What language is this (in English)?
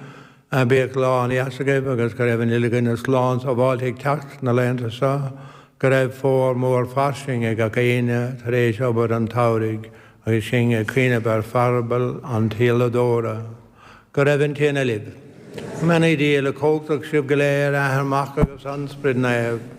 Irish